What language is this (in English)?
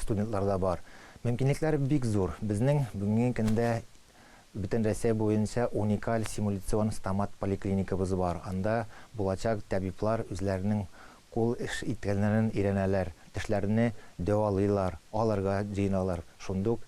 Tatar